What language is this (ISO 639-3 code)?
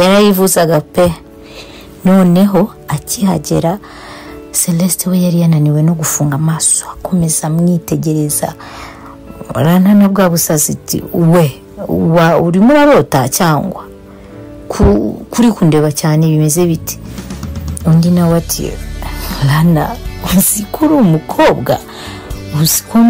kin